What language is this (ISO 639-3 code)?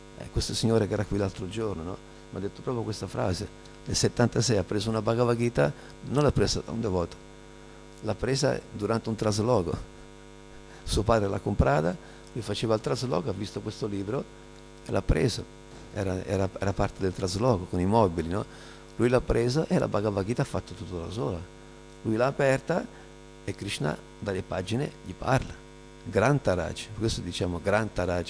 ita